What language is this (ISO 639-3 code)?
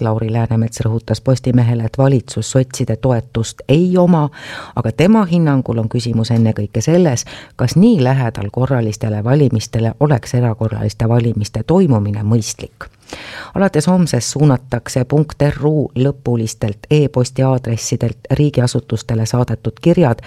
est